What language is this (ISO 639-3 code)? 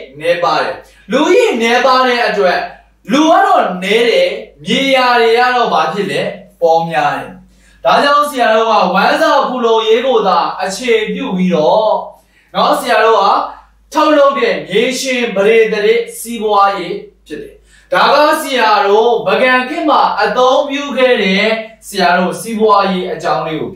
mya